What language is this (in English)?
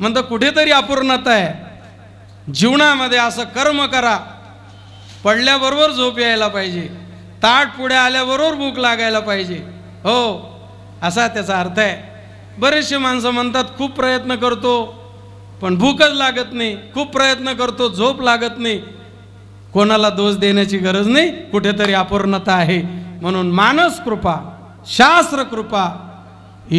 Marathi